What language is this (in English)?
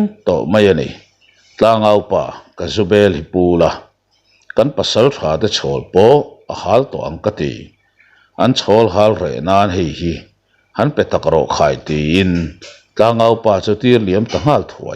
Mizo